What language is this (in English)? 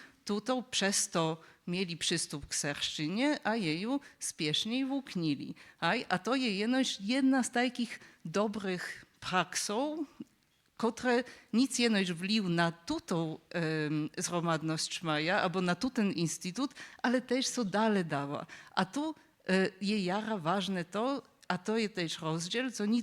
Upper Sorbian